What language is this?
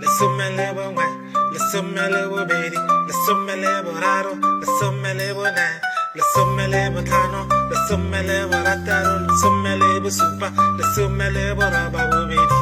Tswana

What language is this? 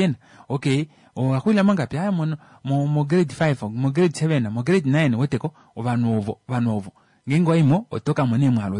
Kuanyama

